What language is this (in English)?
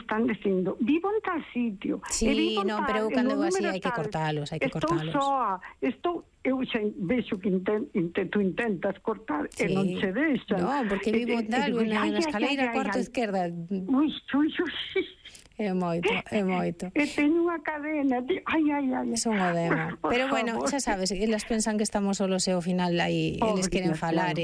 Galician